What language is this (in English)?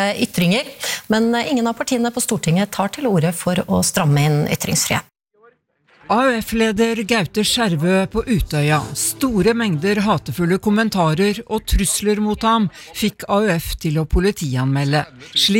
Norwegian